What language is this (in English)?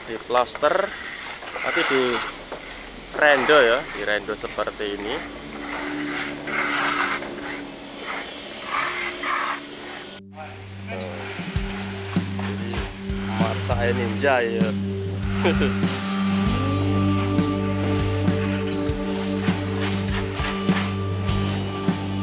Indonesian